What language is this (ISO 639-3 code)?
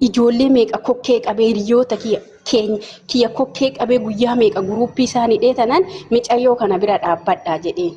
orm